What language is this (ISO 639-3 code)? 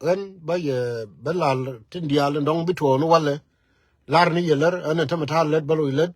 nus